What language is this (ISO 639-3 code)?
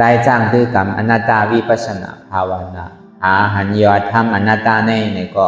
shn